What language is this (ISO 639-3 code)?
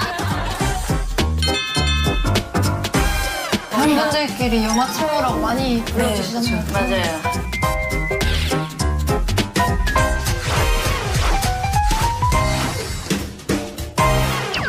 kor